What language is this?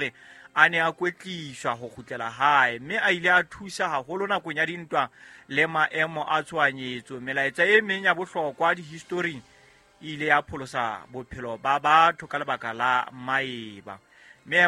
Southern Sotho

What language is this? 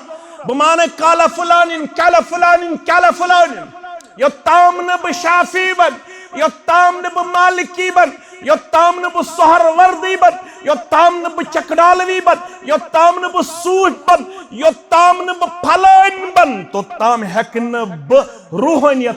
Kashmiri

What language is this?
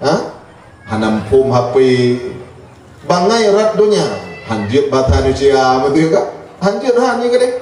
Achinese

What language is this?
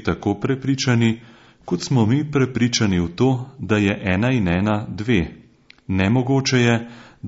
Slovenian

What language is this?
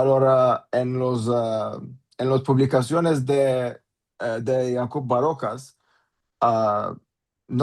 Ladino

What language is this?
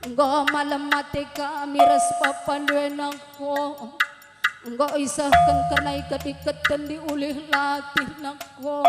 Batak Karo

